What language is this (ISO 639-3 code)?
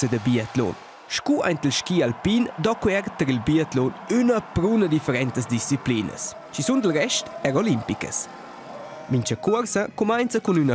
roh